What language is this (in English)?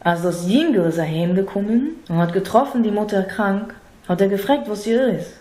Yiddish